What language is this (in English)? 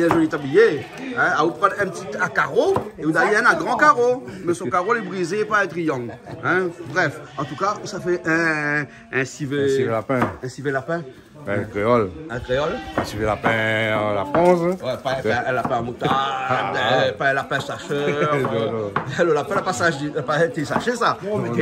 Réunion Creole French